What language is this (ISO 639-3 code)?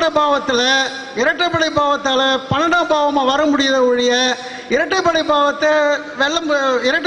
tam